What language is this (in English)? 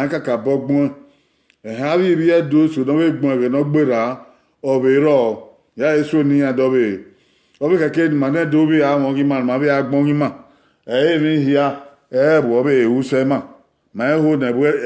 Bini